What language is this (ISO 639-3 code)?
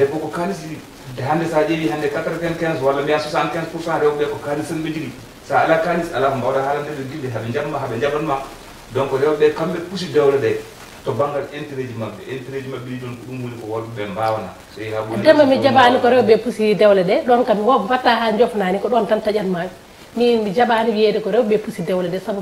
ful